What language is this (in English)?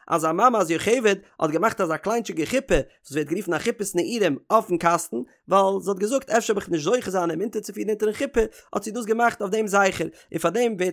Yiddish